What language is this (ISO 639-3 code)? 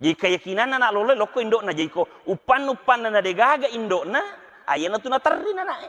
bug